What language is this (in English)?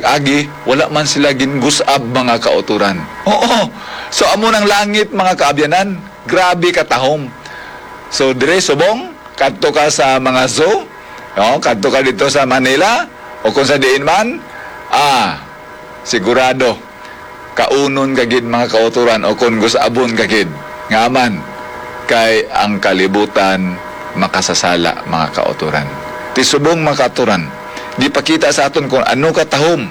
Hiligaynon